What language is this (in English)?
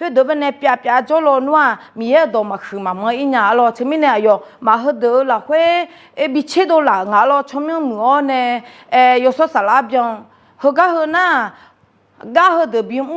Akha